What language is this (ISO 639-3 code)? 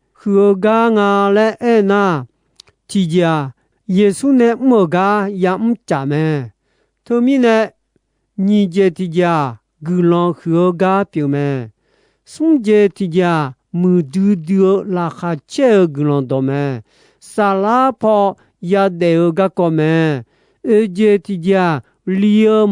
ahk